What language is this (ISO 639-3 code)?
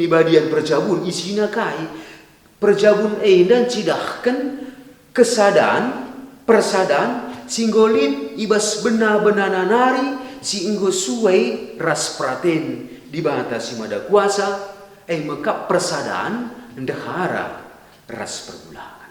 btx